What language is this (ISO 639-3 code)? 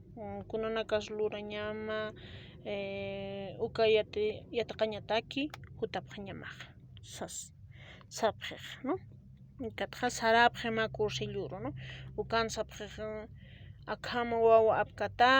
aym